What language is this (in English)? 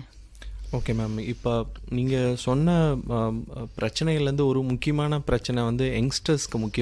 Tamil